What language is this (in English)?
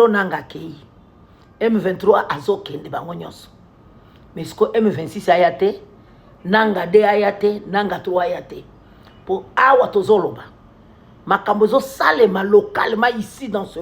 Lingala